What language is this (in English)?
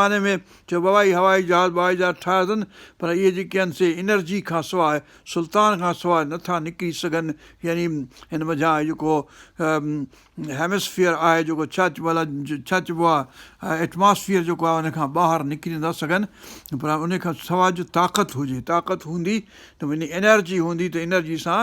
Sindhi